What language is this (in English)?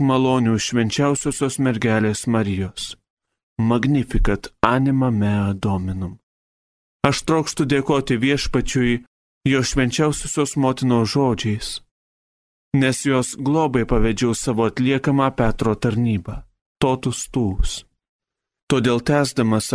Lithuanian